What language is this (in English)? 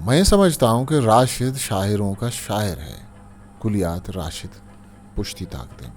Eastern Balochi